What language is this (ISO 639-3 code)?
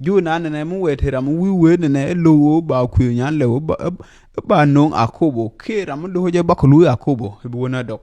nus